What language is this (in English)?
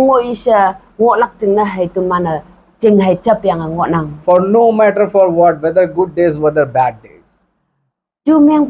Konyak Naga